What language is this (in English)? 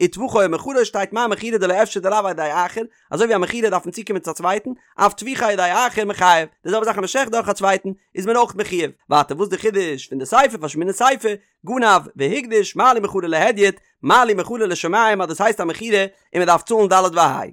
Yiddish